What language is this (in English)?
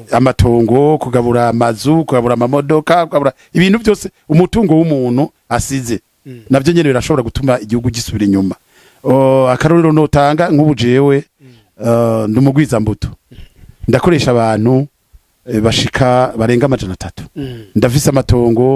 Rundi